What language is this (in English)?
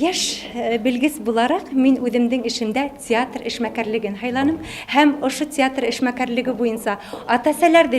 Bashkir